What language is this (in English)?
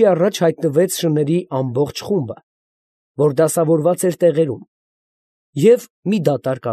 Armenian